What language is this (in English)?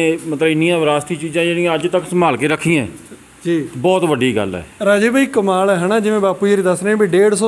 Punjabi